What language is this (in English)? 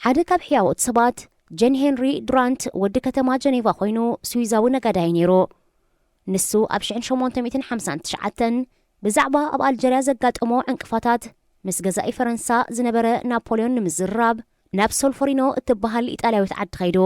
Tigrinya